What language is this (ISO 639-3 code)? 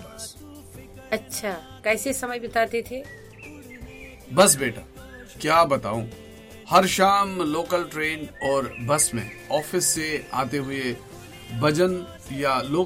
hin